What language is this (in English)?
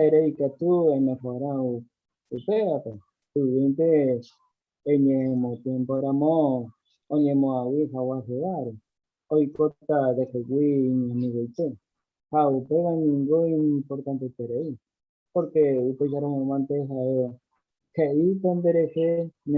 Guarani